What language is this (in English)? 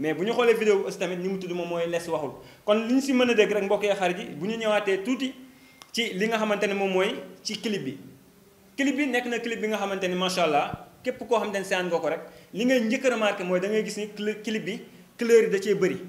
Wolof